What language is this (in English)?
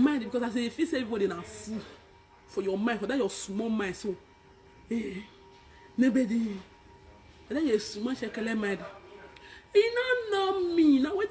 Nigerian Pidgin